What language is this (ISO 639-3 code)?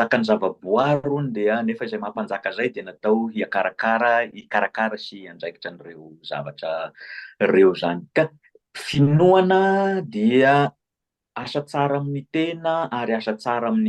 mlg